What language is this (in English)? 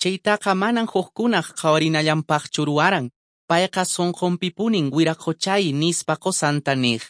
Quechua